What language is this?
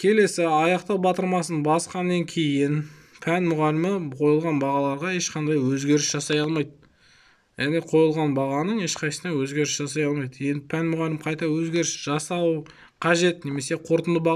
Kazakh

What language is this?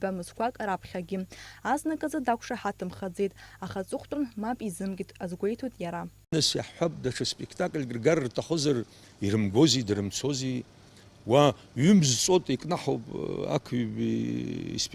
Abkhazian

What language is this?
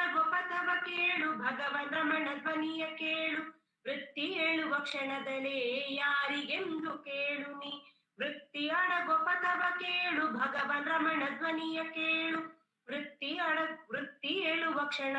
Kannada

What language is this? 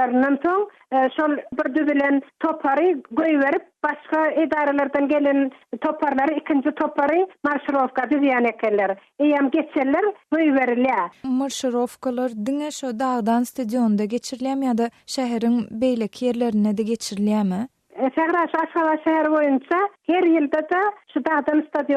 Turkmen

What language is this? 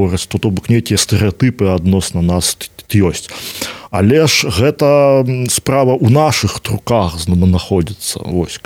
Belarusian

